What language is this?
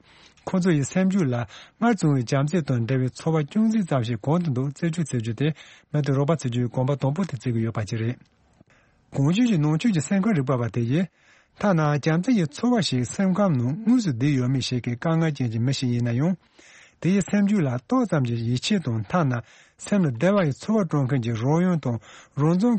Tibetan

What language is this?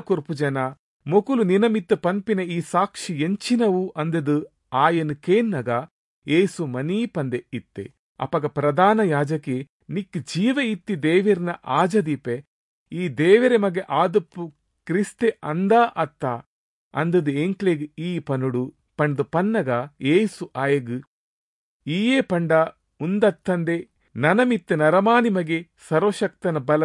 Tulu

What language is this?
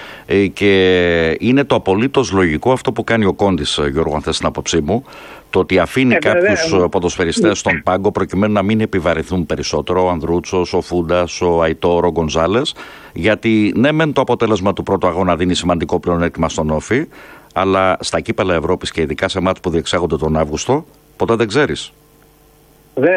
Greek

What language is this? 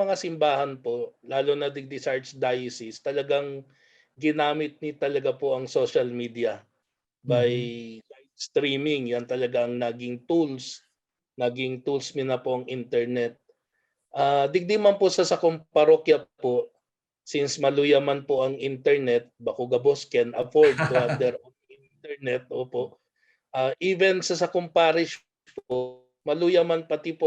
Bikol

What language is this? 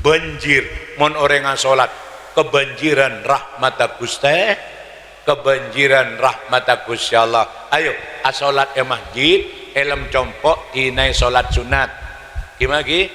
Madurese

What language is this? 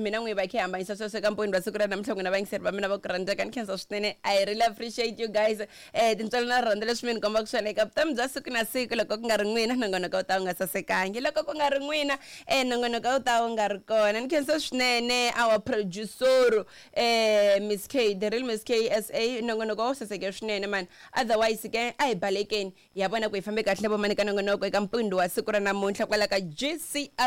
Tsonga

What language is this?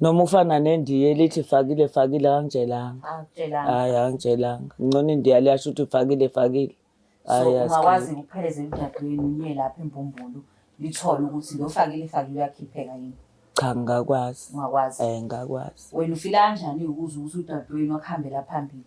Zulu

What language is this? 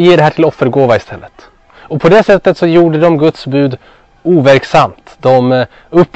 Swedish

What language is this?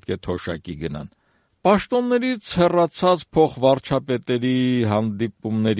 Armenian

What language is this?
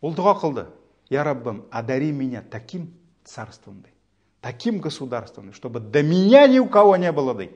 Tatar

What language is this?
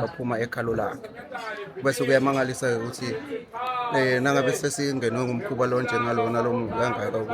Swati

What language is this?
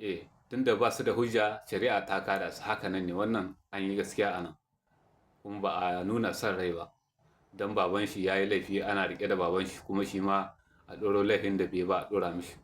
Hausa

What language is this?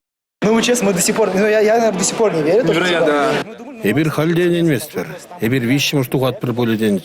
Chuvash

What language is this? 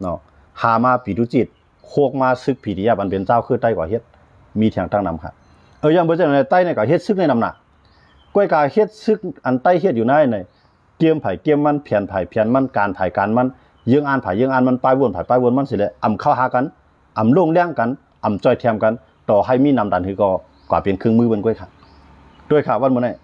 Shan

